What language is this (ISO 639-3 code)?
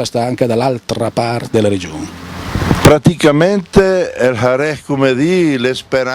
lmo